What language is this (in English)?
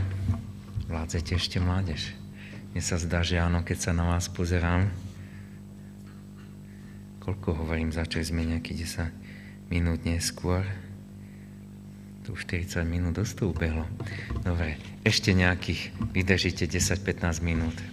Slovak